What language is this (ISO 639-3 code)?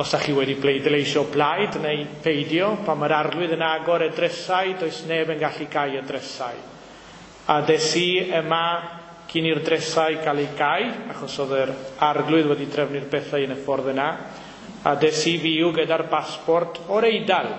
cym